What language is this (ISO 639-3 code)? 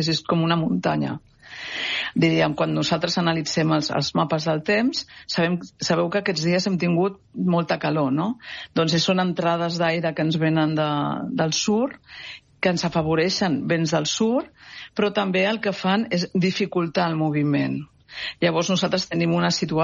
cat